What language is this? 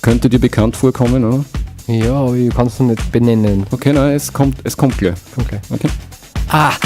Bavarian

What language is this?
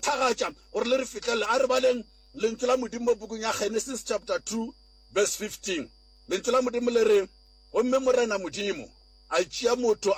Northern Sotho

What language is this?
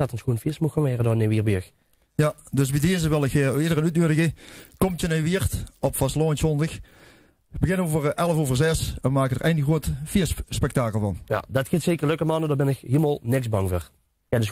Limburgish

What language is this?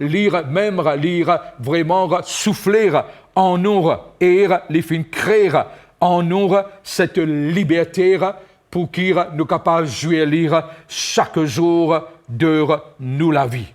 Morisyen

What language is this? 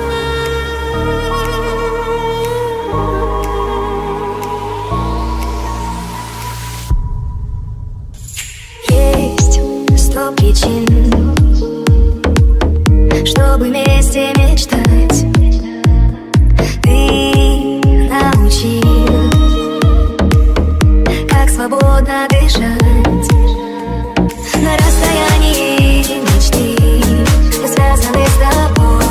Russian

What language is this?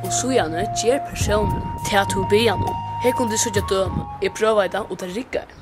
Faroese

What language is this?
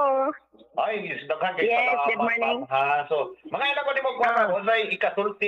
Cebuano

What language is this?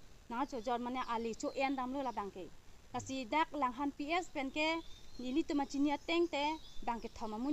Karbi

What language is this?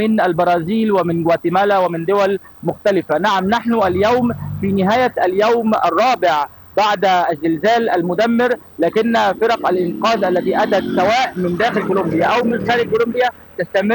Arabic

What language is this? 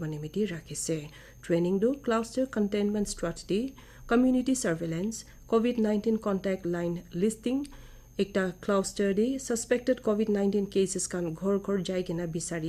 Naga Pidgin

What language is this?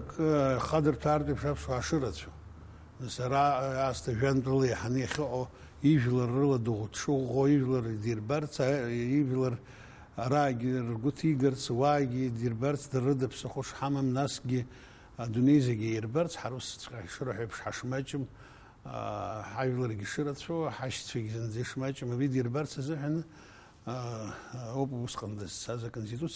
Abkhazian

